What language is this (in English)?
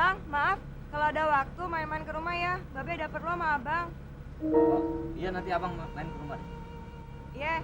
Betawi